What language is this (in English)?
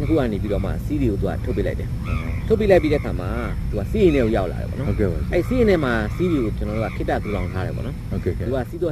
Burmese